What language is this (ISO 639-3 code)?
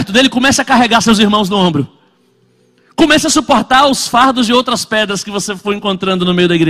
por